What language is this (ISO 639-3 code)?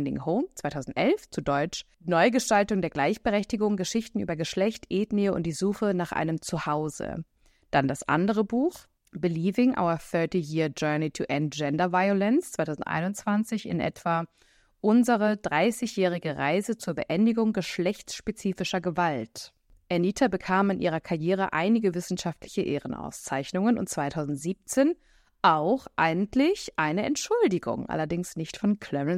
deu